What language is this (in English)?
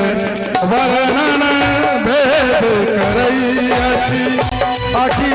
Maithili